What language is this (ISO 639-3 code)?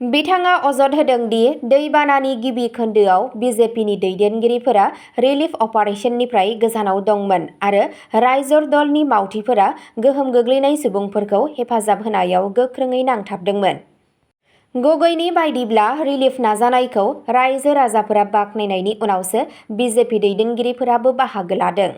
brx